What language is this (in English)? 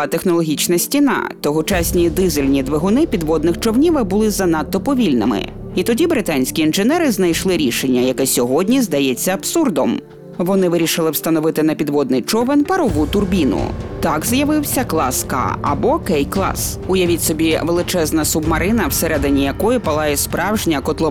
Ukrainian